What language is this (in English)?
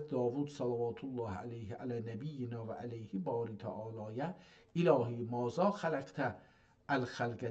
South Azerbaijani